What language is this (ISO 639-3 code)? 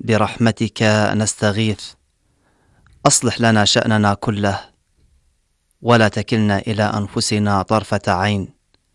ara